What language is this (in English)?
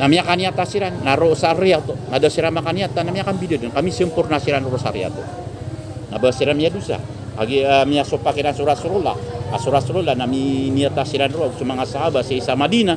Maranao